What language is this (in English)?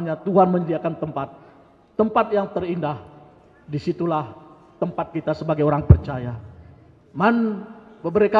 Batak Karo